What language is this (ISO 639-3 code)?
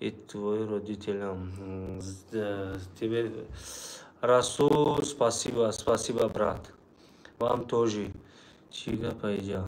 tgk